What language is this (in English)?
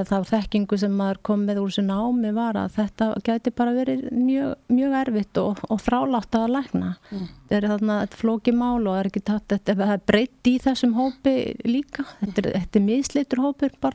Icelandic